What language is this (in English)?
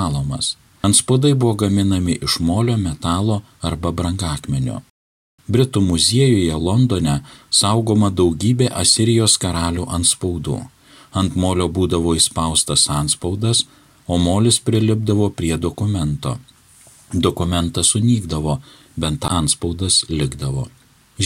Lithuanian